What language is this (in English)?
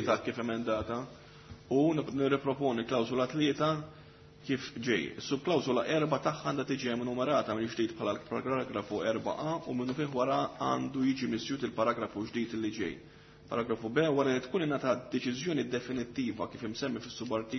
Maltese